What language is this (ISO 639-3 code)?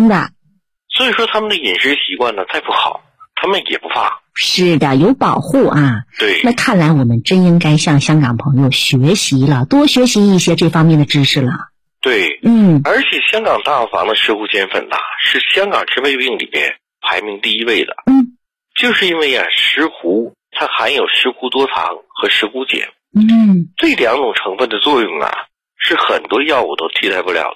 zho